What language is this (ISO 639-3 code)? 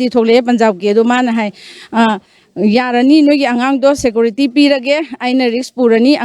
mni